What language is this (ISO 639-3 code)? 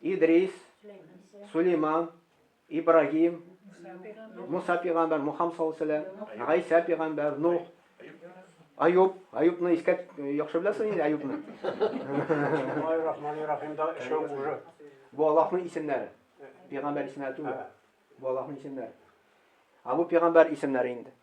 tat